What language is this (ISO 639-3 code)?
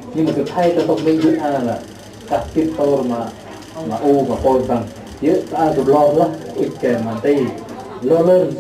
cmo